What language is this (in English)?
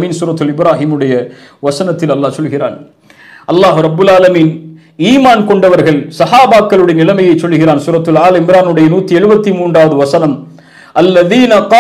Tamil